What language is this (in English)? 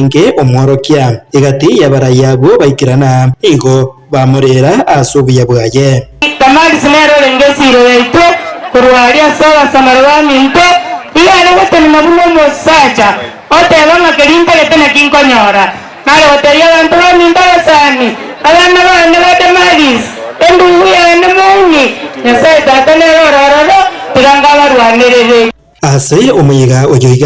Gusii